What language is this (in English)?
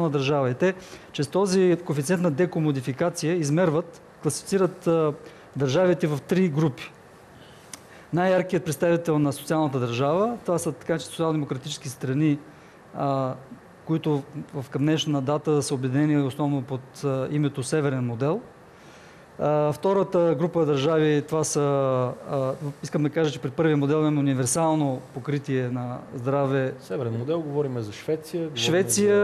Bulgarian